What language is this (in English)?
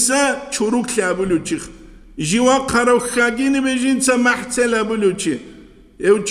Avaric